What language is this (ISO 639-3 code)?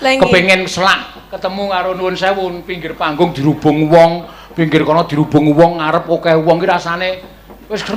jav